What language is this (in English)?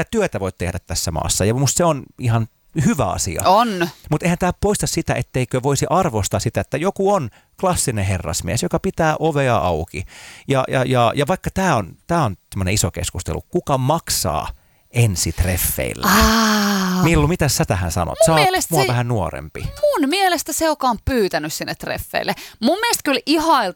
Finnish